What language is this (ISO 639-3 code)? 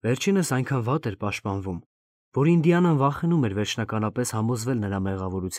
hye